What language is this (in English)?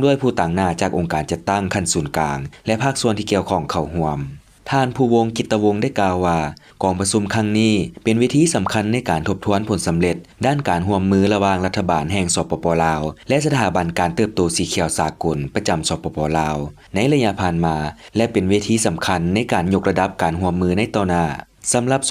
Lao